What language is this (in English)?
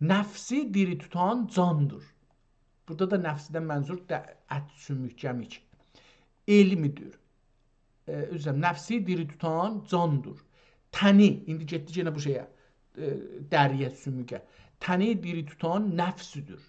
South Azerbaijani